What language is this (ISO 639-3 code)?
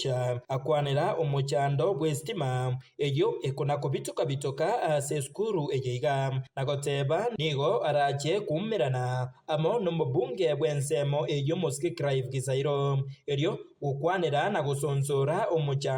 guz